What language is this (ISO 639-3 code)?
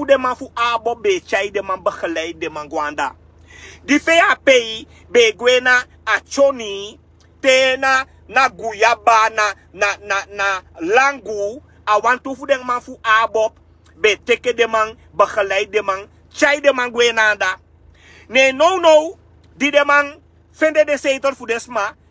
srn